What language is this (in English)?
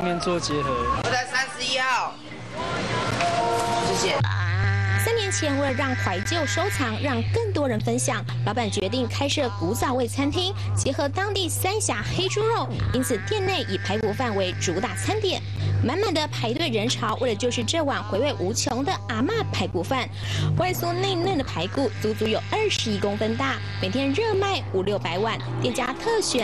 Chinese